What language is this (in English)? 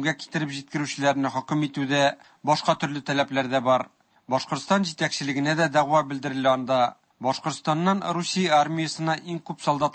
Tatar